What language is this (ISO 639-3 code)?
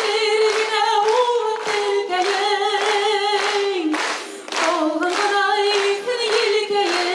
bak